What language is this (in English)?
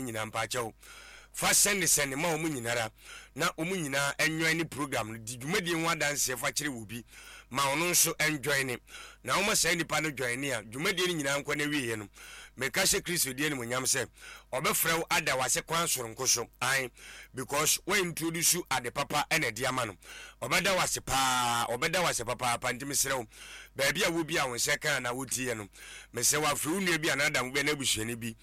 Akan